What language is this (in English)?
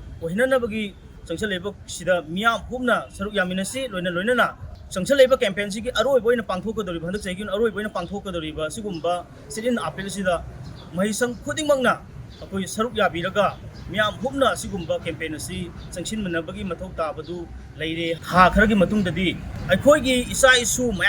Manipuri